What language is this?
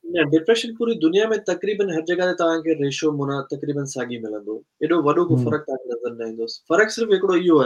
Sindhi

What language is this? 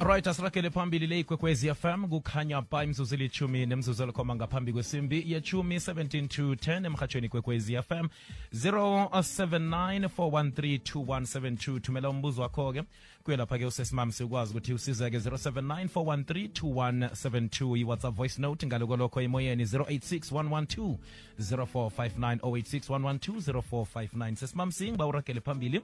South Ndebele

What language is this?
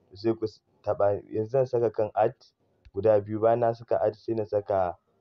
Hausa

